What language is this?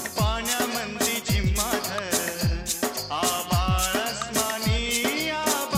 Marathi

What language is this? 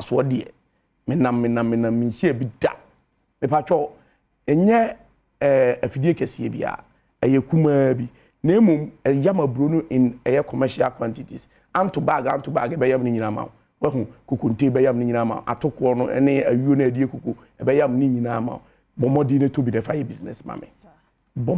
Akan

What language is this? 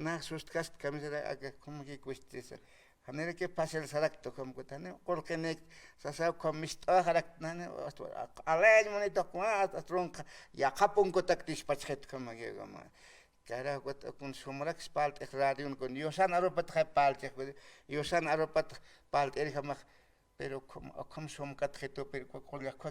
Aymara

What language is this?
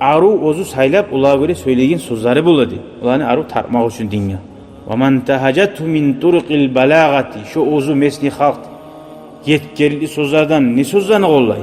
Kumyk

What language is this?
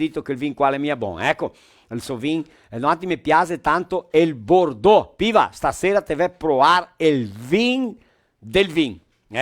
Venetian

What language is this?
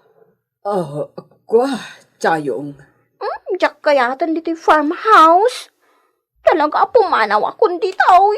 Iloko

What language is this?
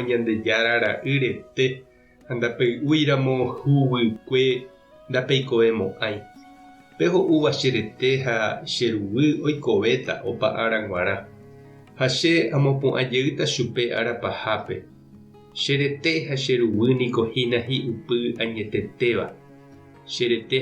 Guarani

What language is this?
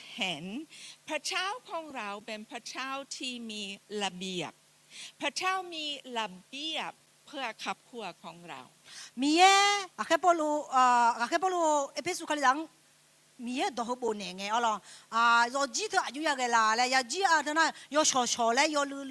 Akha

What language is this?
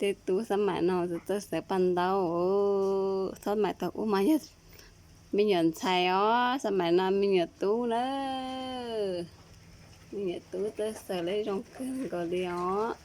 Hmong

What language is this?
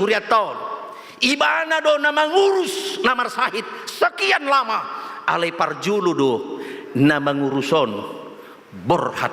Batak Toba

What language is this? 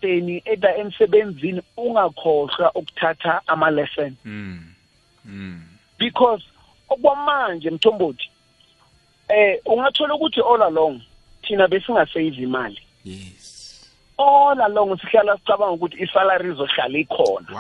South Ndebele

